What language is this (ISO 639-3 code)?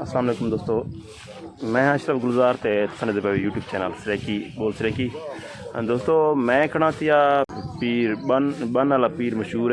skr